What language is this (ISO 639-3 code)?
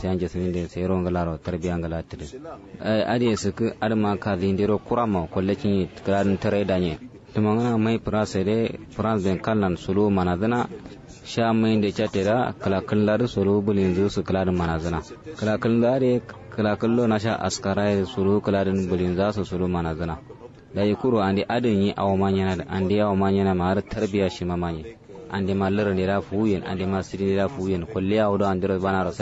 kau